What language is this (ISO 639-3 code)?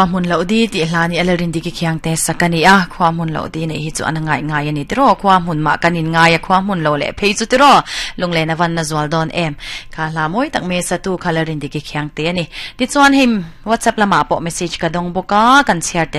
lus